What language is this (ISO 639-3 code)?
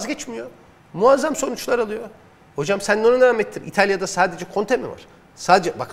tur